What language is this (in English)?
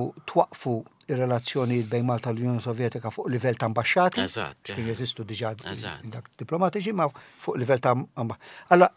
Maltese